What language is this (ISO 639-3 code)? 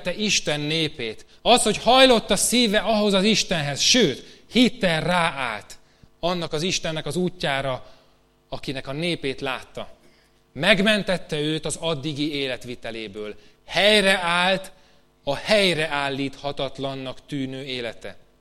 hun